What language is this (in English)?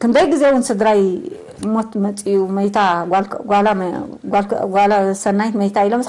Tigrinya